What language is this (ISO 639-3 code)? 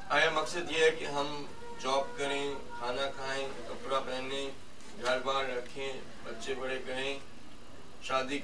urd